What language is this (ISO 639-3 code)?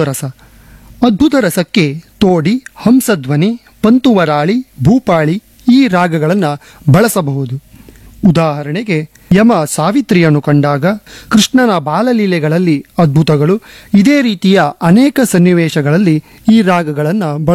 kan